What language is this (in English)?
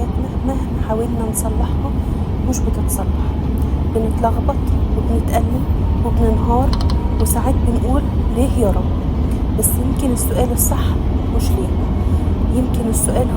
Egyptian Arabic